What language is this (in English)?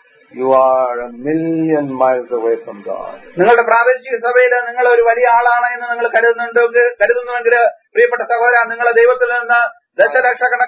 Malayalam